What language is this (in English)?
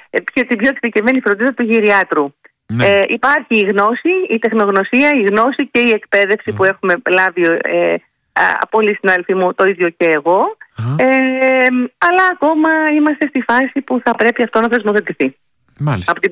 Greek